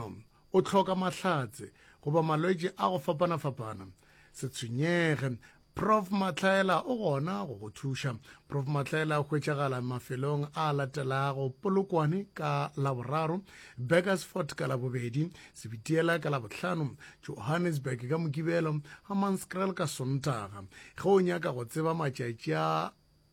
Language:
Northern Sotho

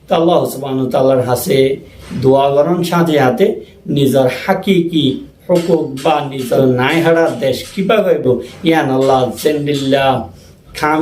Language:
Rohingya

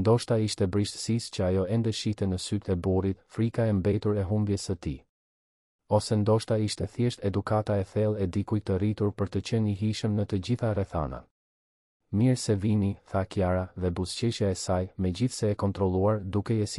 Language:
Albanian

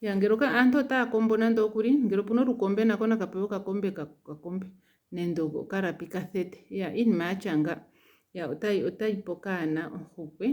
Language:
Ndonga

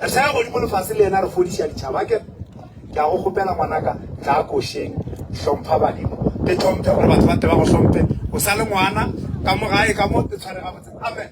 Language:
Northern Sotho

